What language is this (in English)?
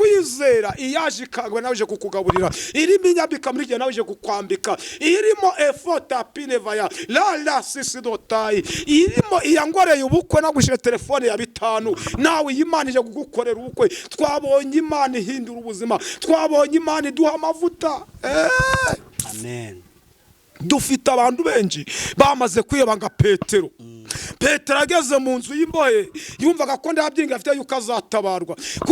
Kinyarwanda